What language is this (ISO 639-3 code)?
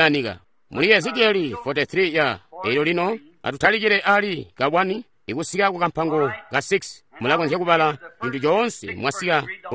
toi